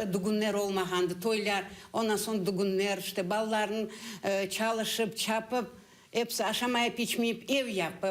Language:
Crimean Tatar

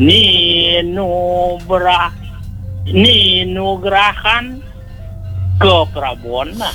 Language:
Balinese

